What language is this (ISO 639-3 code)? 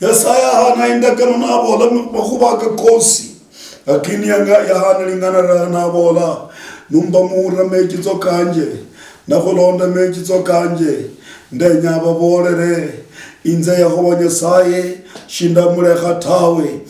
luy